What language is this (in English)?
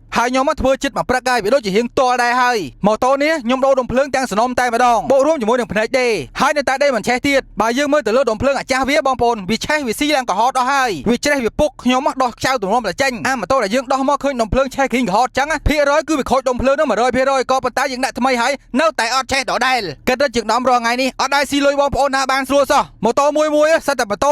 Khmer